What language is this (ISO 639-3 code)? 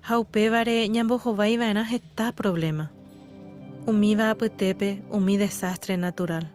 grn